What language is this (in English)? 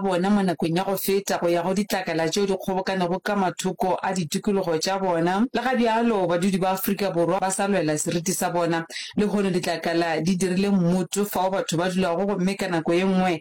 Northern Sotho